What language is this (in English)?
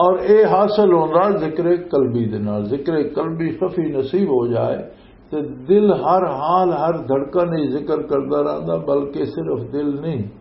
Western Panjabi